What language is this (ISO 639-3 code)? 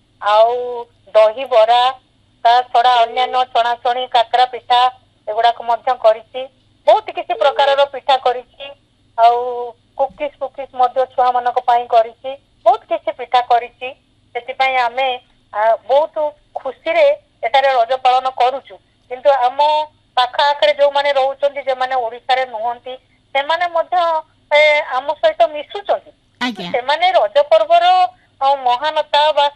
ori